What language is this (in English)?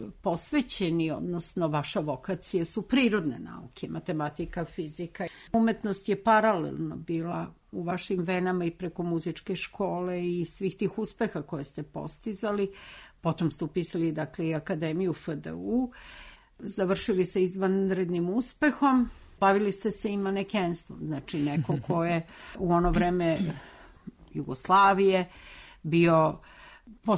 Serbian